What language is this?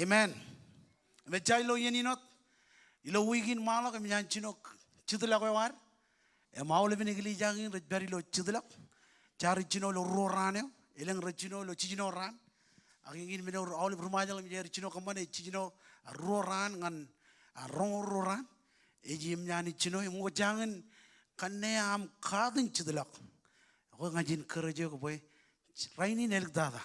Marshallese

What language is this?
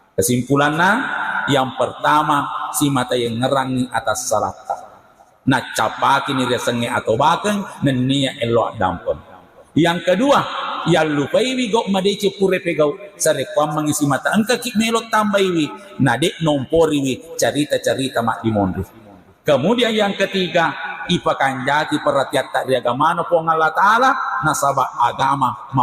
Buginese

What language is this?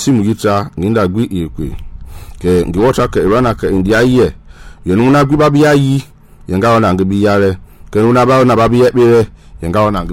Mende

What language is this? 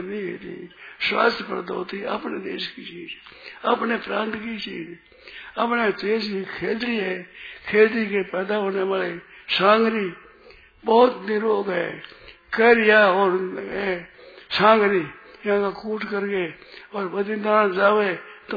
Hindi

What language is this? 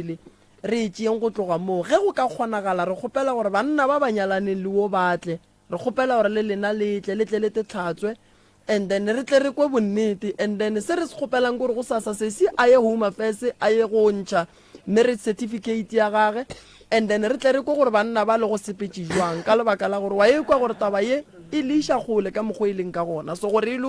Northern Sotho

